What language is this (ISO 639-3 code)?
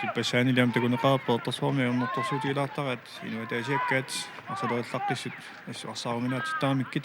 kal